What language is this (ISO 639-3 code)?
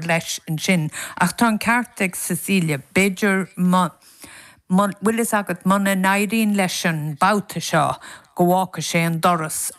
gle